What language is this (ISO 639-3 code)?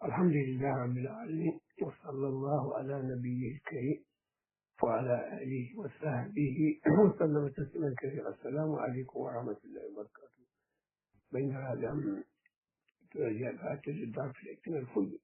ful